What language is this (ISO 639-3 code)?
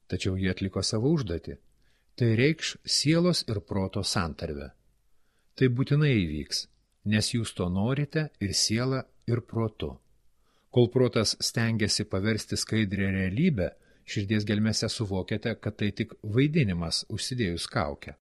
lit